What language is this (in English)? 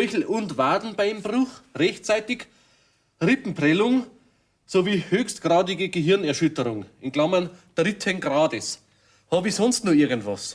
Bavarian